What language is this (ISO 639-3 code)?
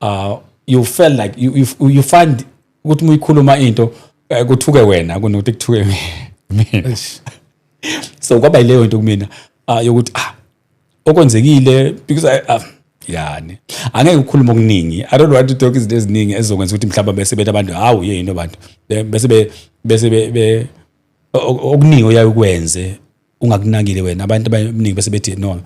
zul